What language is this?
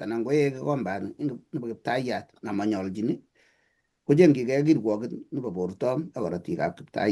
Kalenjin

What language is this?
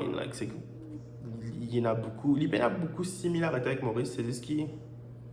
Morisyen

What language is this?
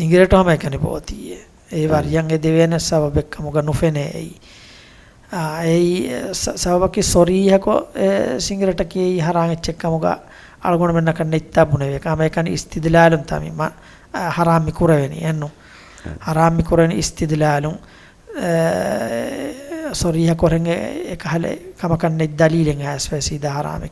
Divehi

